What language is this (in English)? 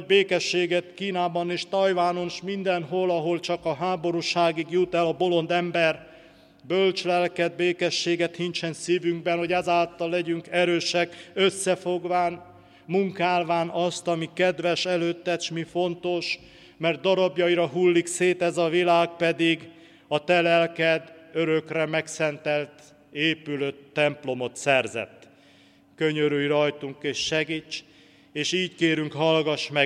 Hungarian